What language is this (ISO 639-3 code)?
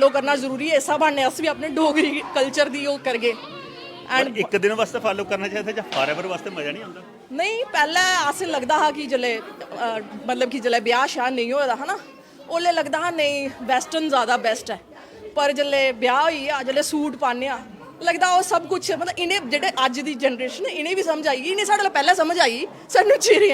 doi